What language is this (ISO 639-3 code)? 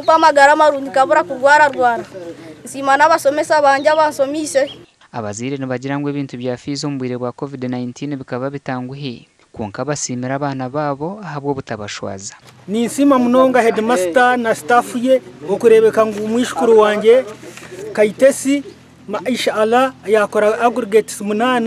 nyn